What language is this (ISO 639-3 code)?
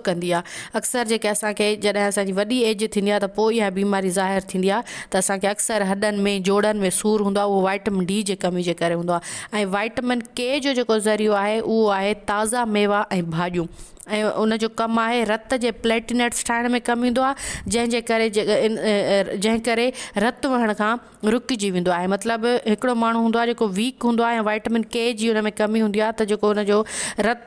snd